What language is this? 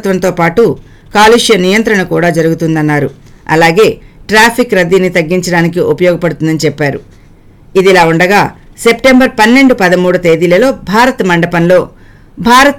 Telugu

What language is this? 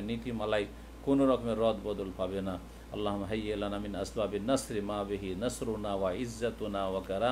Bangla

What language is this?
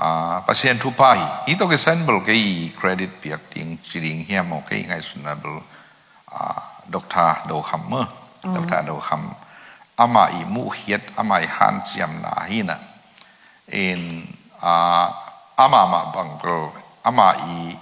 Tedim Chin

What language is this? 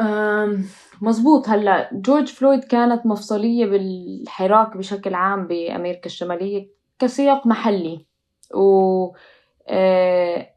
North Levantine Arabic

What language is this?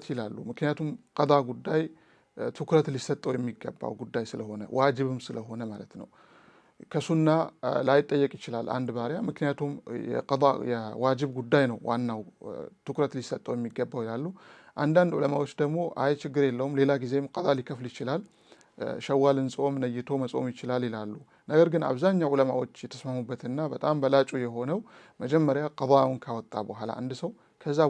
Amharic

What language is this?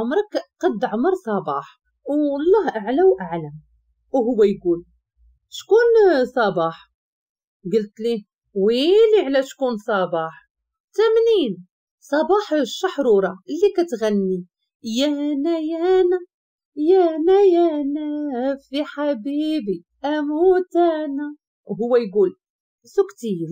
Moroccan Arabic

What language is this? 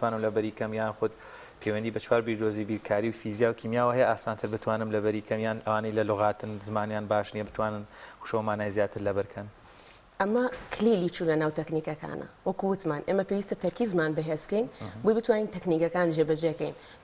Central Kurdish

